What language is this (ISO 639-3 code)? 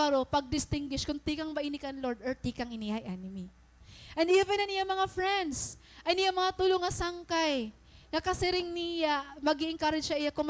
war